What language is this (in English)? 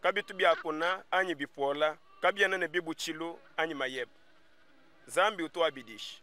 Luba-Lulua